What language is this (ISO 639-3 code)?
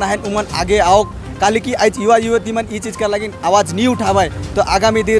sck